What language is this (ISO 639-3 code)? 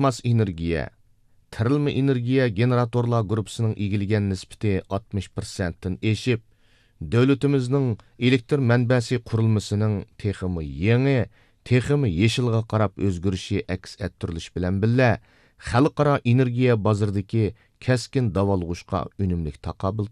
uig